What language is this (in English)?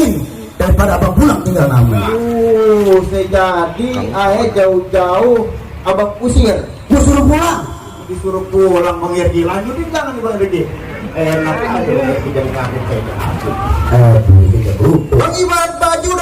Betawi